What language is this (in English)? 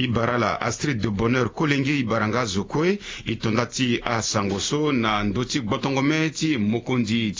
Sango